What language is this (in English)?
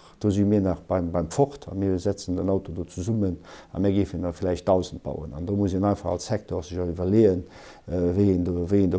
Luxembourgish